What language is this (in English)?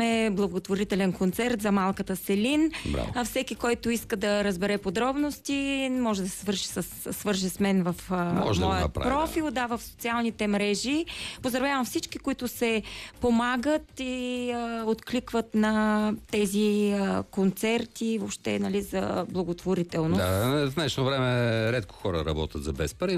Bulgarian